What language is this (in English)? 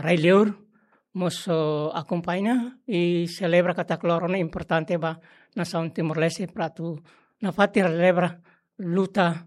Tetum